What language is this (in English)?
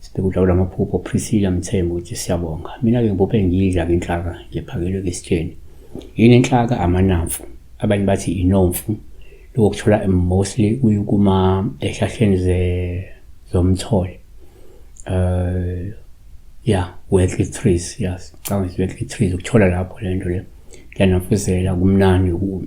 Zulu